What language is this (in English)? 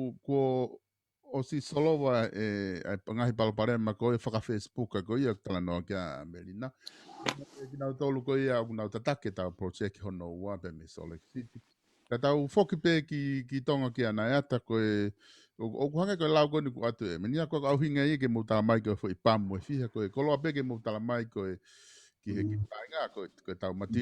Tongan